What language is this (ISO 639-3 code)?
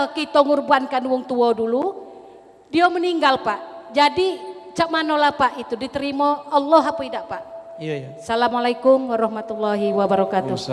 mui